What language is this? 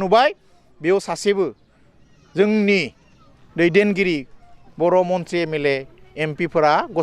Bodo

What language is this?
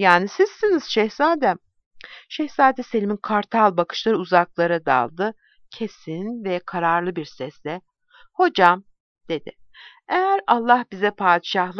Turkish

